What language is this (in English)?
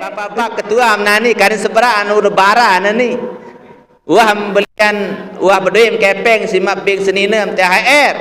Sasak